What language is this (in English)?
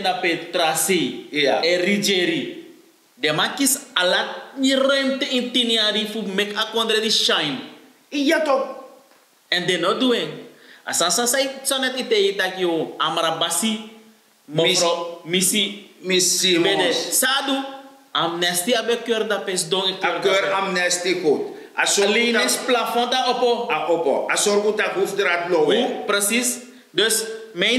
Sranan Tongo